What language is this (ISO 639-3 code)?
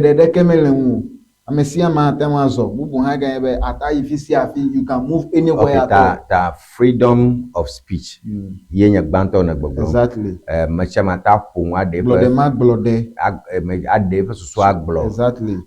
ewe